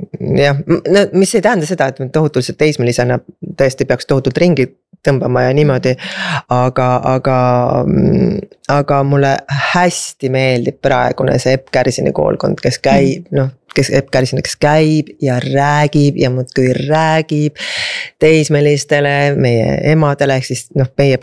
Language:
Estonian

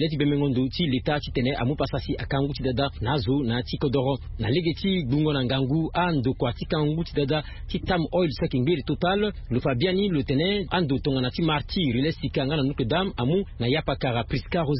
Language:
Sango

